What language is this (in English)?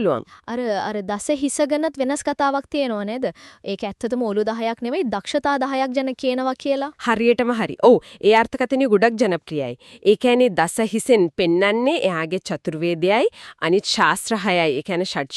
Sinhala